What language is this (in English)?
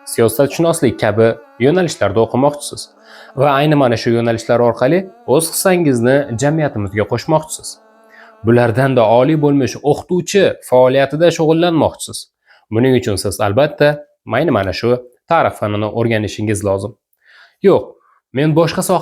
Uzbek